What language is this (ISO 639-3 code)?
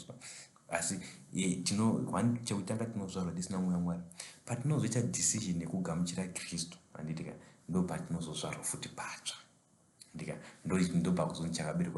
sna